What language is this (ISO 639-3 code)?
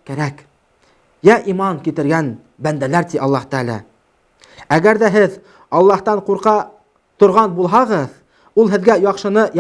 bak